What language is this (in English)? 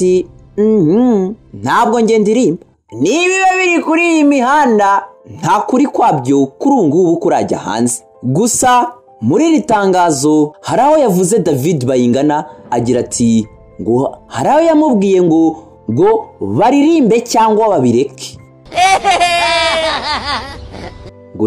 Kinyarwanda